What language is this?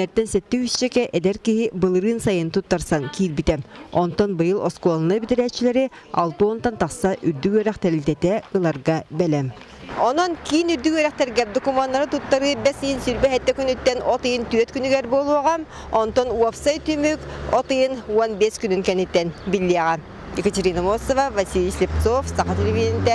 Yakut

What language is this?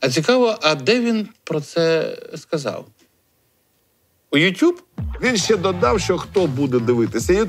Ukrainian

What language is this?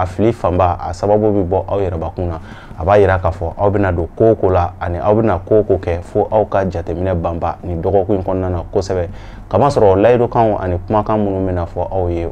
Bambara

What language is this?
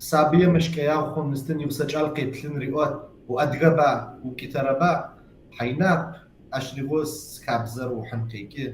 Kabardian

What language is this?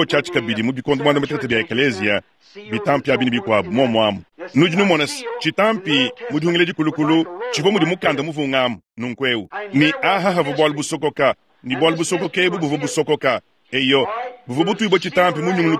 Luba-Lulua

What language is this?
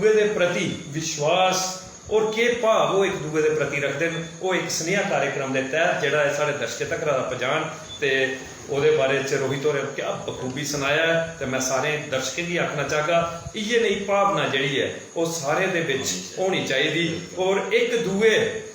Dogri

